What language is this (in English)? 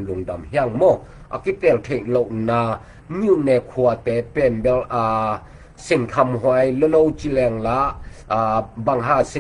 Tedim Chin